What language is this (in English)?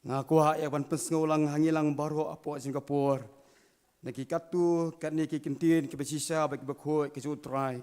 Khasi